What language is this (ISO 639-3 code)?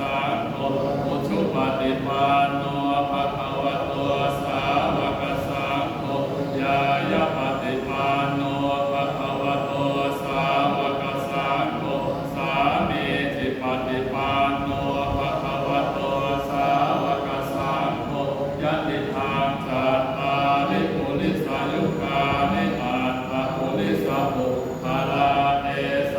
pli